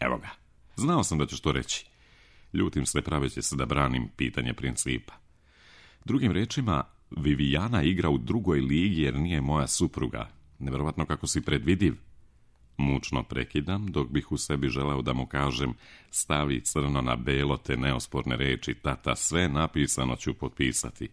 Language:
Serbian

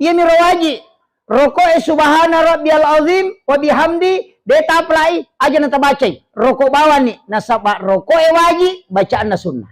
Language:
Buginese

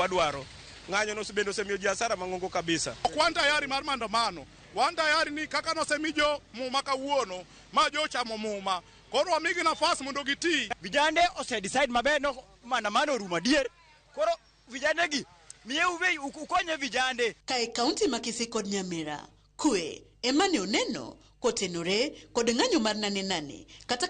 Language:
Luo (Kenya and Tanzania)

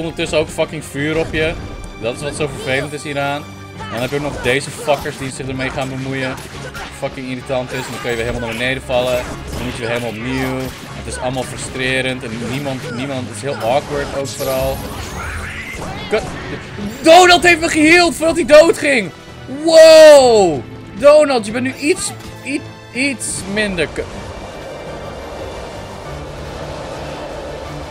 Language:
Dutch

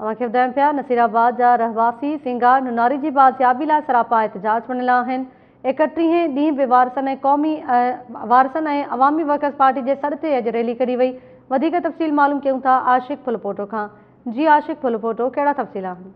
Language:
Sindhi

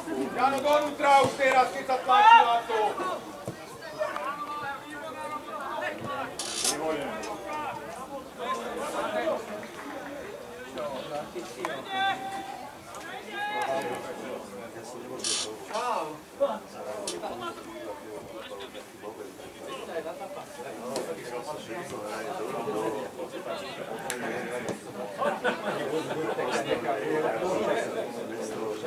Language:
Slovak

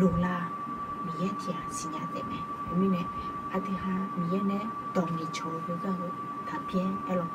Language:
Akha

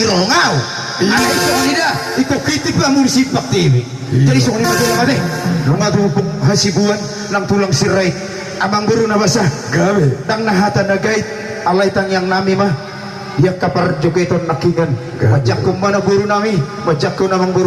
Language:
Batak Toba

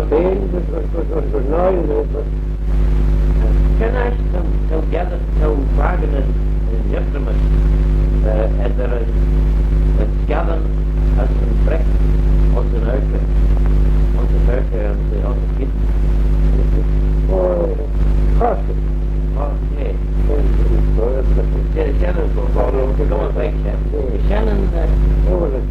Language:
Manx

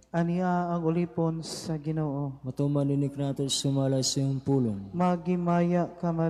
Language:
Cebuano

